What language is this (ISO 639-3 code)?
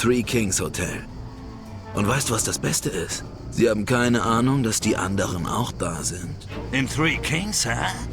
bar